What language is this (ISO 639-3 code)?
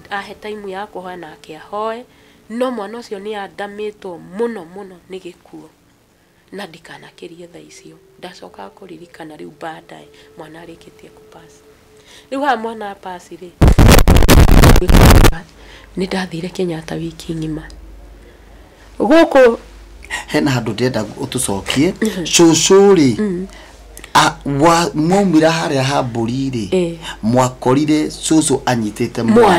kik